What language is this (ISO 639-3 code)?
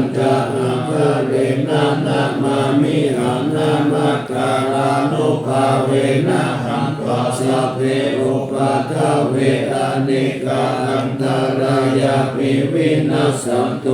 pli